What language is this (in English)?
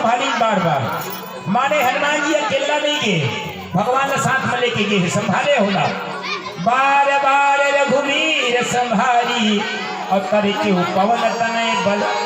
Chhattisgarhi